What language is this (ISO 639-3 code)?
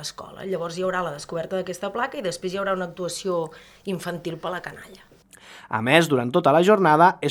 cat